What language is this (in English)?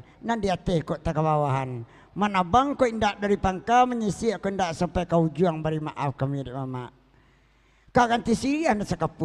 Minangkabau